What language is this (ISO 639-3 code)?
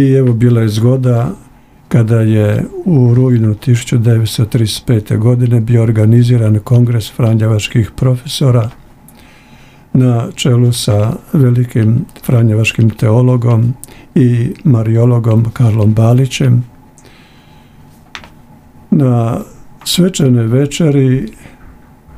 hrv